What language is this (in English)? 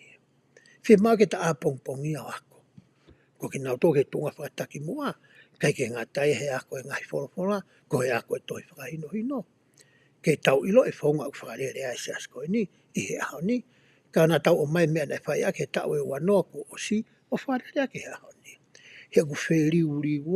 Tongan